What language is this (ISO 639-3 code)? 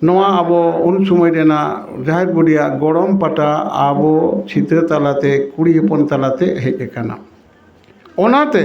sat